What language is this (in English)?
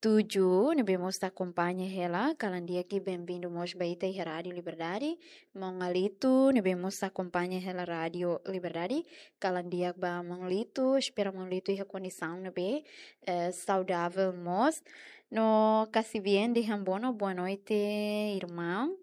Tetum